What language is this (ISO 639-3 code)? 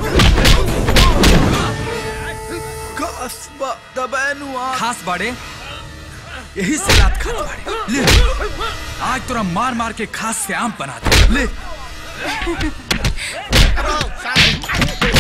bho